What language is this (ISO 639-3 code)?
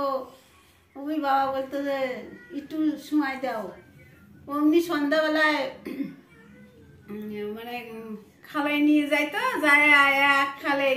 ben